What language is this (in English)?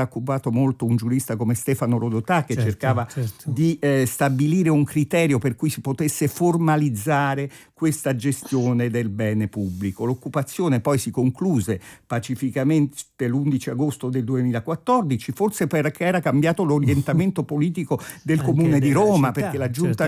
Italian